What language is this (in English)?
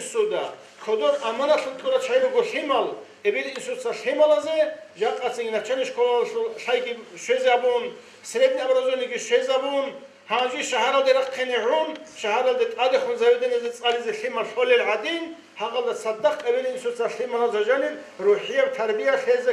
Avaric